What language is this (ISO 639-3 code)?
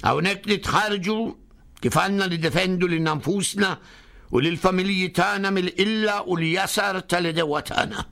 mlt